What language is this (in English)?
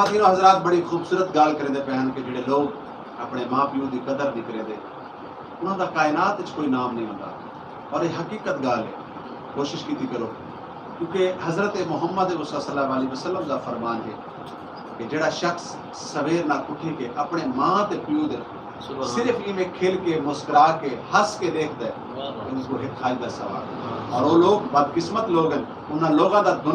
Saraiki